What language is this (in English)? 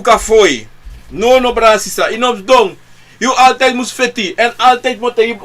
Sranan Tongo